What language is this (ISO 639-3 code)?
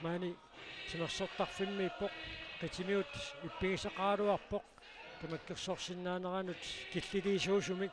kal